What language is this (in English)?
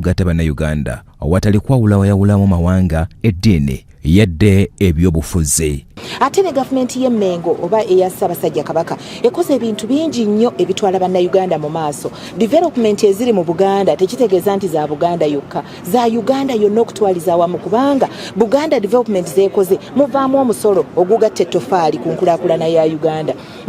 Ganda